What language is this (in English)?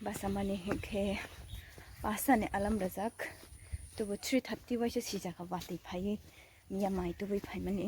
Kok Borok